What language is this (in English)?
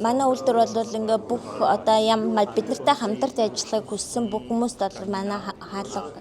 Mongolian